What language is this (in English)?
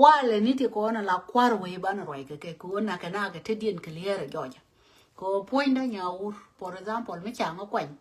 Nuer